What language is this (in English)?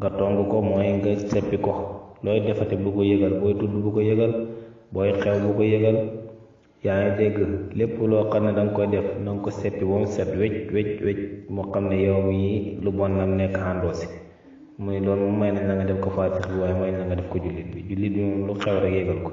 Wolof